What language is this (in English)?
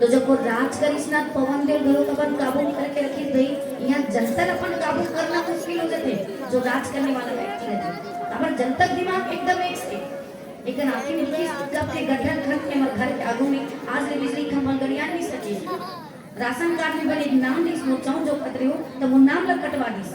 Chhattisgarhi